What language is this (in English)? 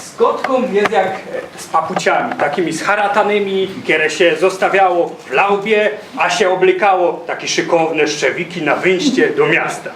Silesian